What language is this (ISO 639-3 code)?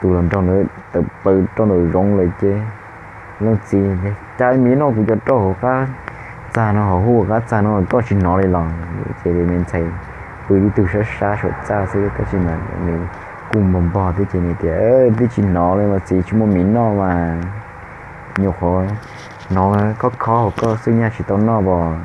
hmn